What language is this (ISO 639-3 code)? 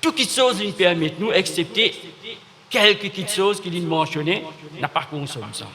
mfe